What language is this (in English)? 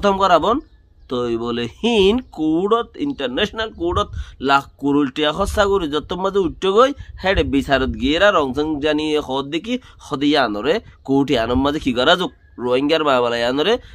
Rohingya